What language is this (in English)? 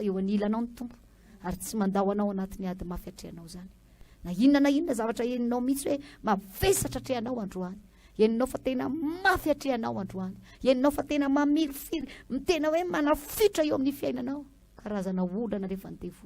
Malagasy